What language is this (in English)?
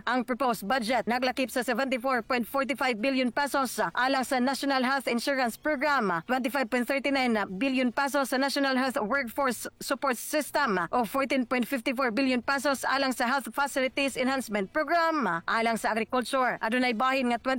Cebuano